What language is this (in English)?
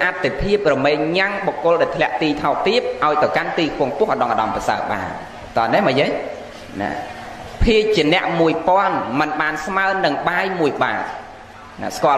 Khmer